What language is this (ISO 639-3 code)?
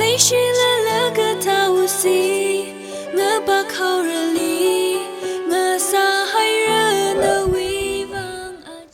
nmf